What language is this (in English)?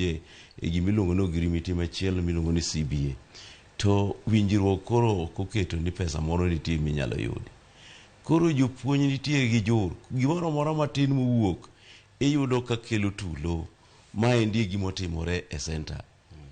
Luo (Kenya and Tanzania)